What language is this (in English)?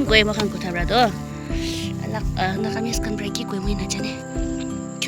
Naga Pidgin